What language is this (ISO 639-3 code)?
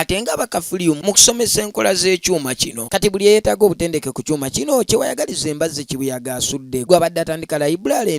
lug